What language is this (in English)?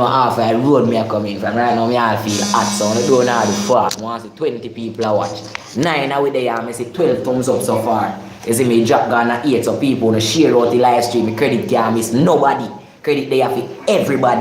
Jamaican Creole English